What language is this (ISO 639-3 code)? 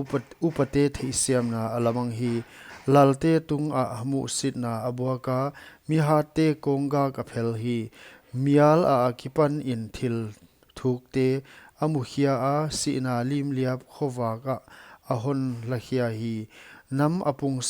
pck